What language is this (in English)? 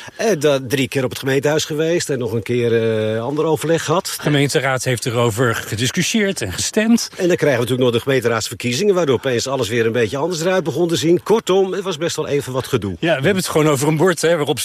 Dutch